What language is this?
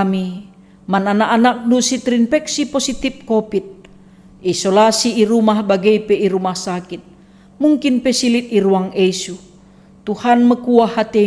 Batak Karo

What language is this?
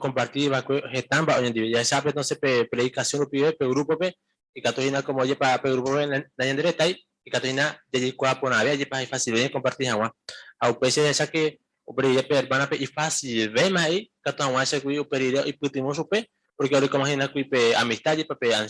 Guarani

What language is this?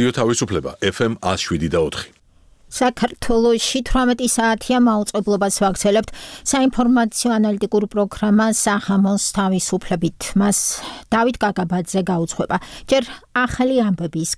Georgian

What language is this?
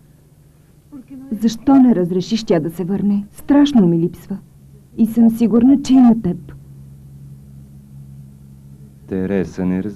Bulgarian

